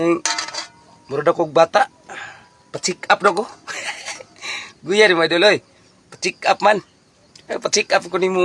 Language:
Cebuano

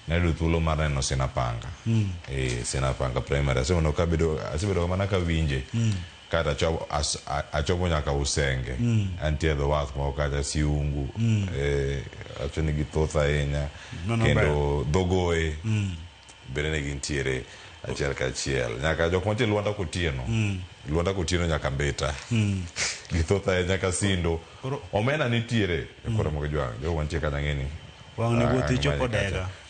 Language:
Luo (Kenya and Tanzania)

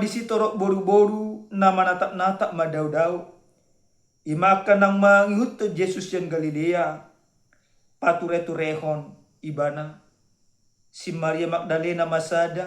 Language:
Batak Toba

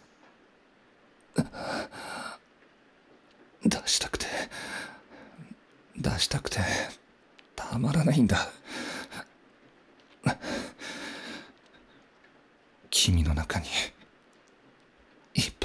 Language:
Japanese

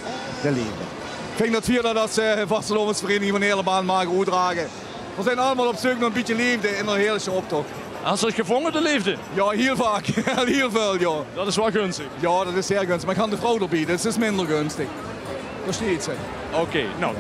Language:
Limburgish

